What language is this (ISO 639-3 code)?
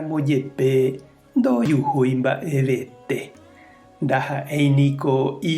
grn